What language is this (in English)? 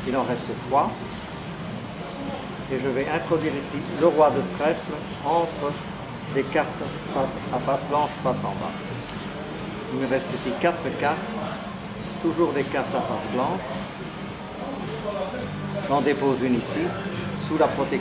French